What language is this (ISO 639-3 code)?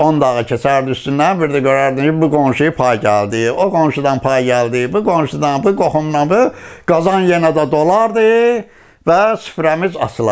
aze